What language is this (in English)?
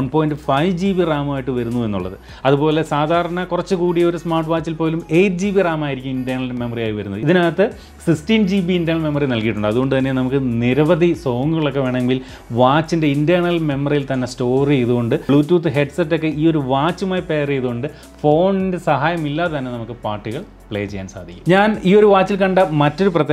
Malayalam